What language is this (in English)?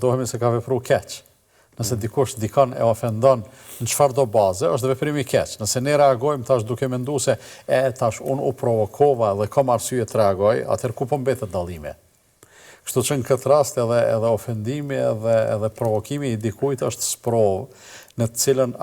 Albanian